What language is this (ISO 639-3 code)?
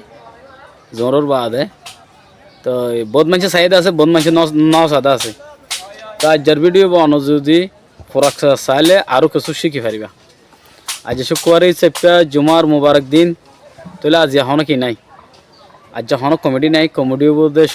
rhg